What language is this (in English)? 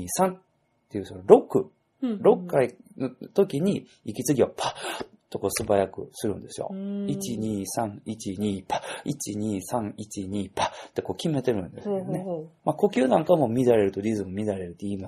Japanese